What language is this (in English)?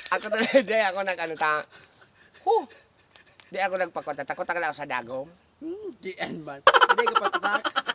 Bikol